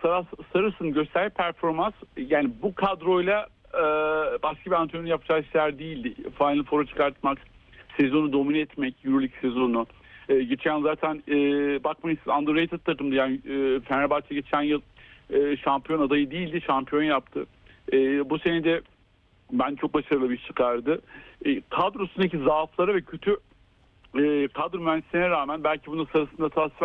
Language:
Turkish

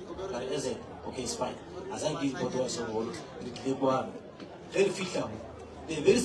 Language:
Northern Sotho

